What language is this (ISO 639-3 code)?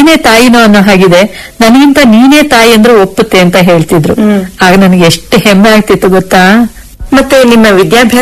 kan